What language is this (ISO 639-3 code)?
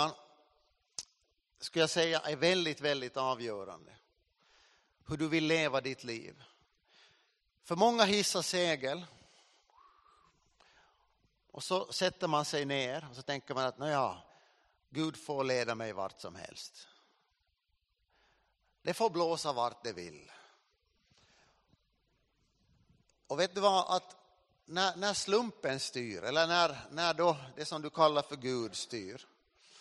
swe